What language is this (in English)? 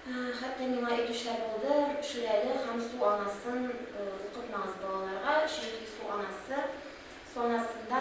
Tatar